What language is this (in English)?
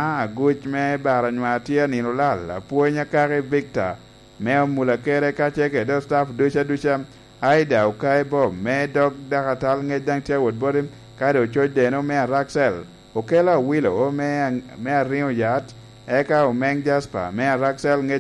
Lango (Uganda)